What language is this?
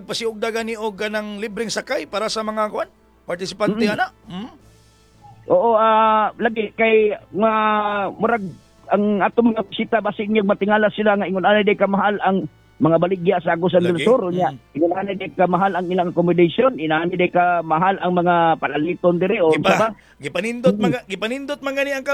Cebuano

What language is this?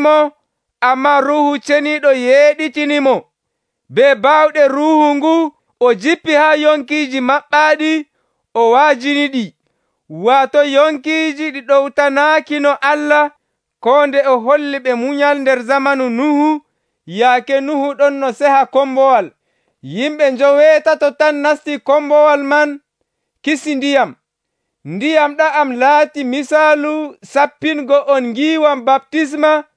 Nigerian Fulfulde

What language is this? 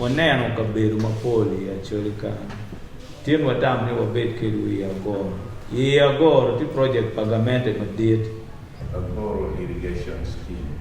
Acoli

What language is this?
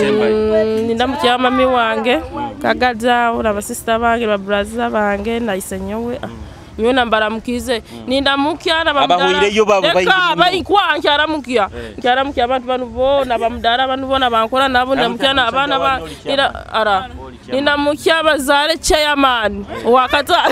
Nyoro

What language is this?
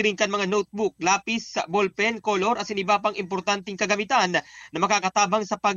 Bikol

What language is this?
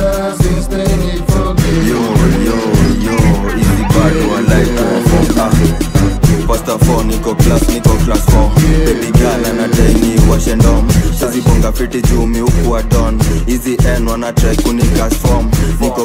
Swahili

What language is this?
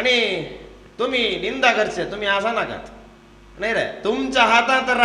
Konkani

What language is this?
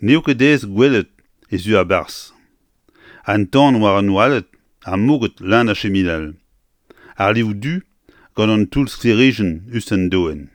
Breton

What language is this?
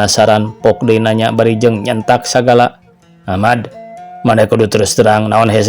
Sundanese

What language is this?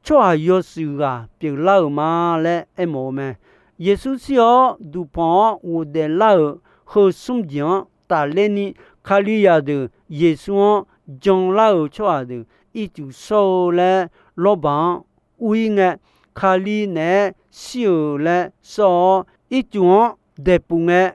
Akha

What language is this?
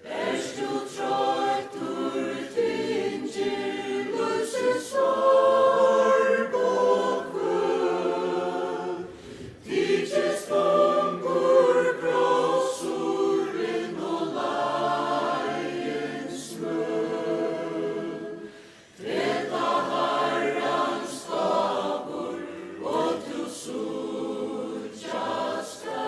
Faroese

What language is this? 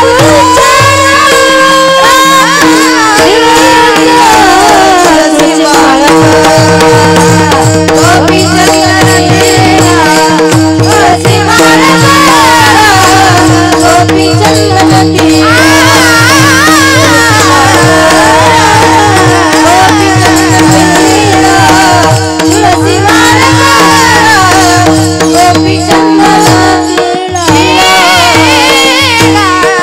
Marathi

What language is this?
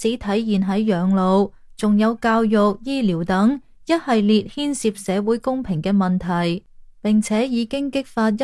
Cantonese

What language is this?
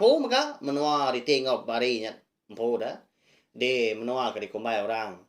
Iban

